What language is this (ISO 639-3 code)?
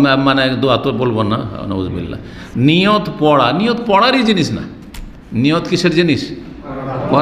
ben